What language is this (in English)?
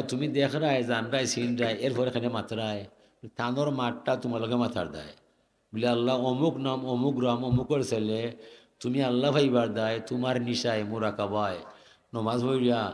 Sylheti